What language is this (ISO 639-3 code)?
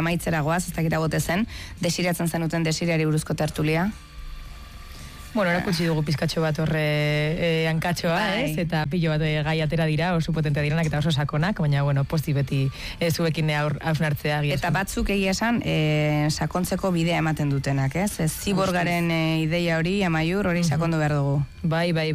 eus